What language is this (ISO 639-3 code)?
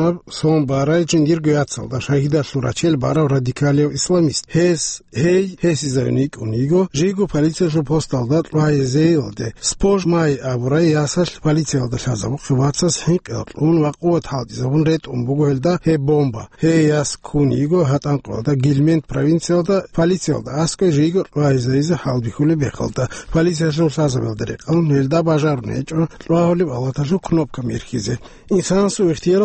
ava